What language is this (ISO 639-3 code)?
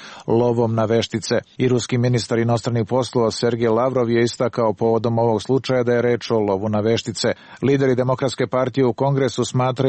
srp